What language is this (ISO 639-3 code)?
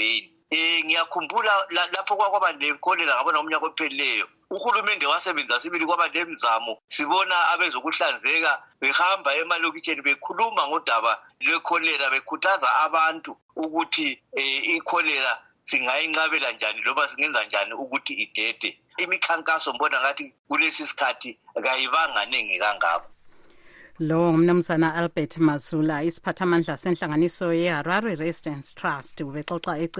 nde